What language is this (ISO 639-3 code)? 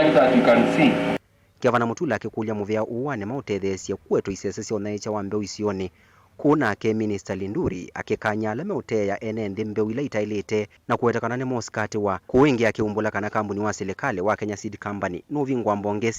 kam